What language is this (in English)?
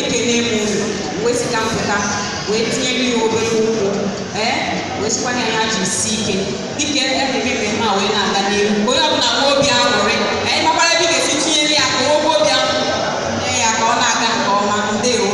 Igbo